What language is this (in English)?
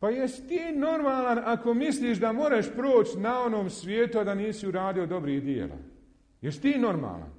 Bosnian